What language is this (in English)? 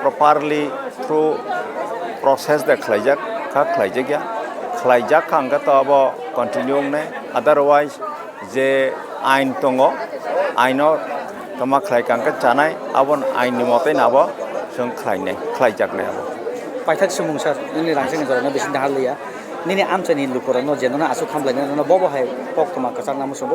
Kok Borok